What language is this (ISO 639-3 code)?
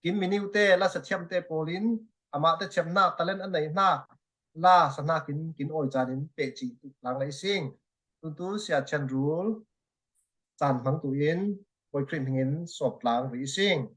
cfm